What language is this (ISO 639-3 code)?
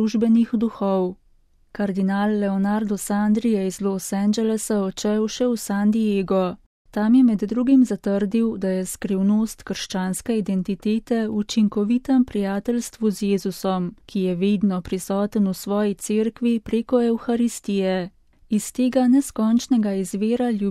slv